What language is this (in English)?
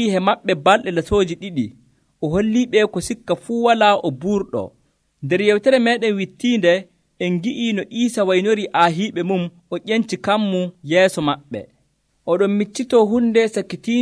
Nigerian Fulfulde